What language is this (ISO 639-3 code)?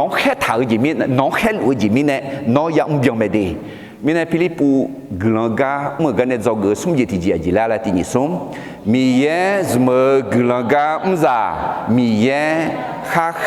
ahk